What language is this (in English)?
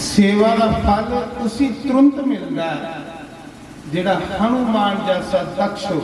Dogri